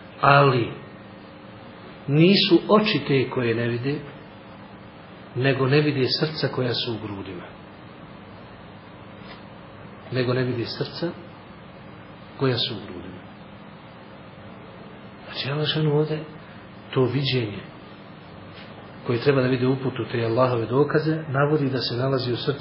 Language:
Bosnian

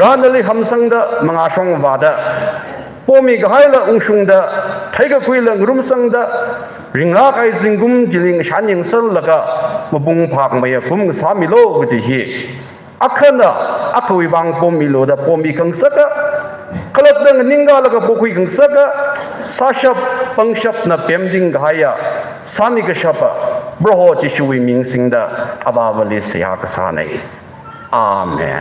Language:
Tangkhul Naga (India)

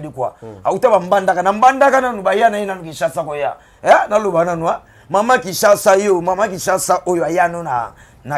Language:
Lingala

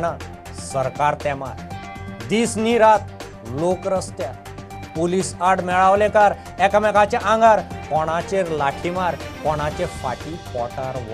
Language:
Konkani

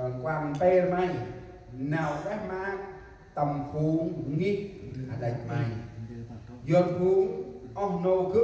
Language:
Central Mnong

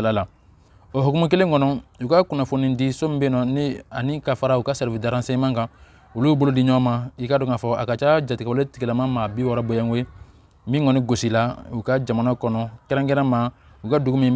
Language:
Bambara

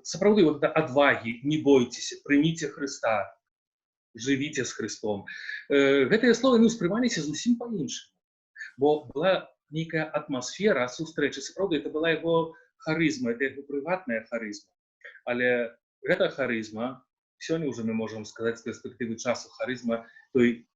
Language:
Belarusian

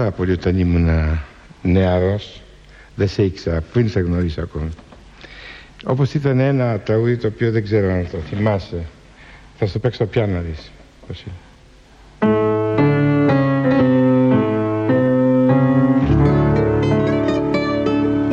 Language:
Greek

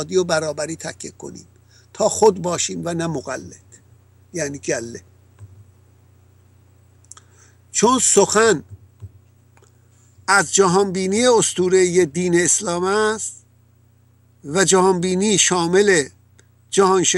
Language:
Persian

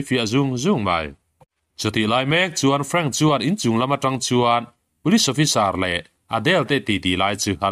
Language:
Mizo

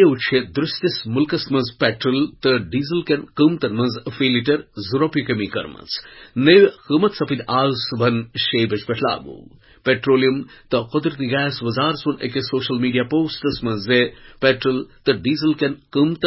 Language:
Kashmiri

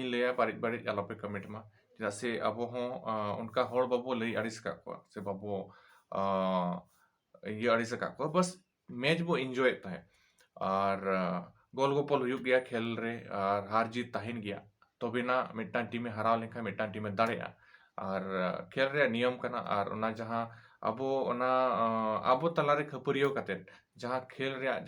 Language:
Santali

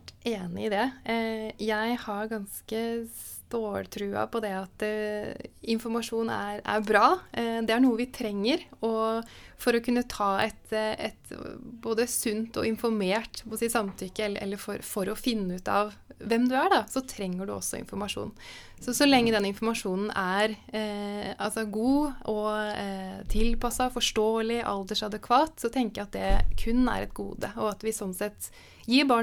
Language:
Norwegian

